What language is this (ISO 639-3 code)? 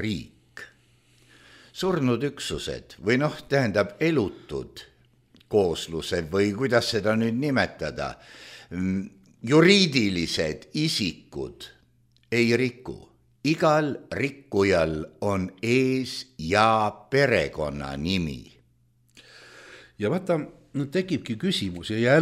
est